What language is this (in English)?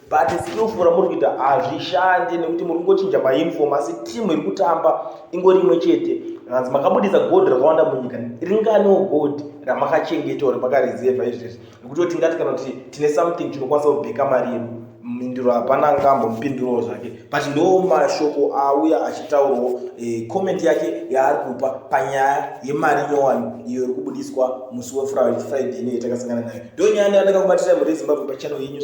Shona